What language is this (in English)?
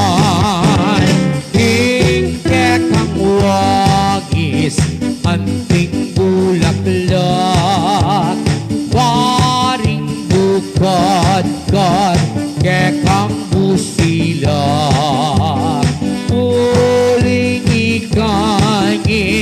Pampanga